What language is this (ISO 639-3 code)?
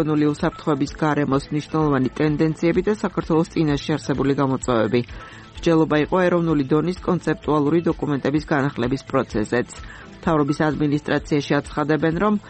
kat